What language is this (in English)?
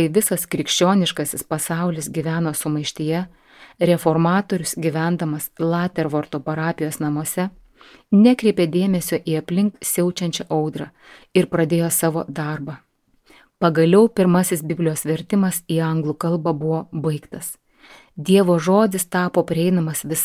Lithuanian